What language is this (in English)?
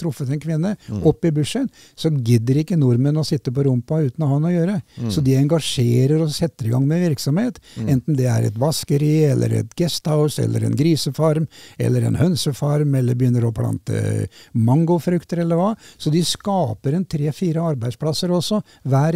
Norwegian